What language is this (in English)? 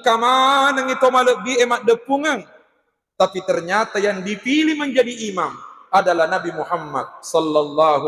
Buginese